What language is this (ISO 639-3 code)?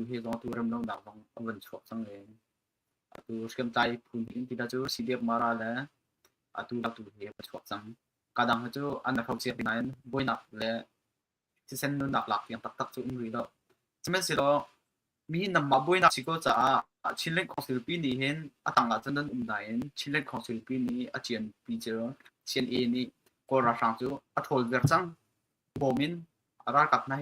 cnh